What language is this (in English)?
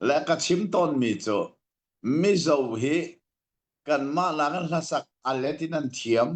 Hakha Chin